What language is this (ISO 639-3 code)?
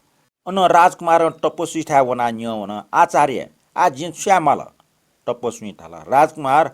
new